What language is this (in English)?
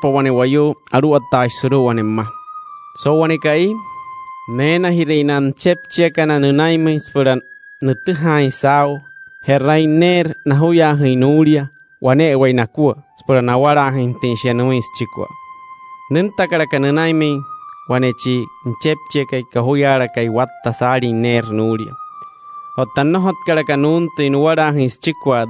Wayuu